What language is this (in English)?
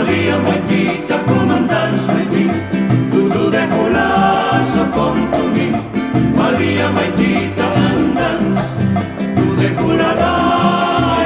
Hawaiian